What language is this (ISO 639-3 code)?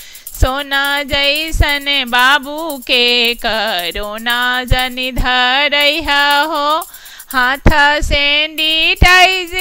bho